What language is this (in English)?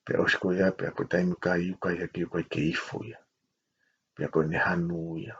Tongan